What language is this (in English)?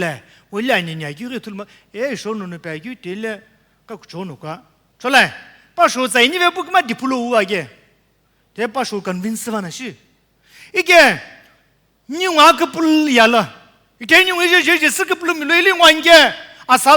Sumi Naga